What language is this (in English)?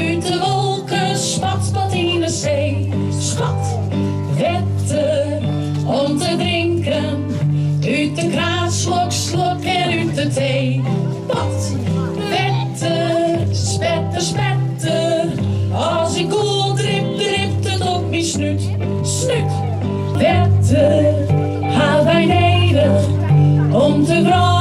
Western Frisian